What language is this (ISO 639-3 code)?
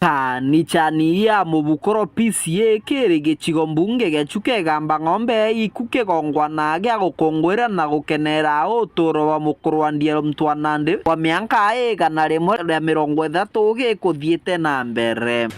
mer